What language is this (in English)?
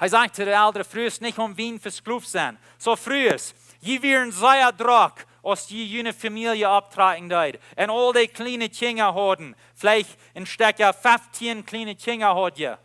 Plautdietsch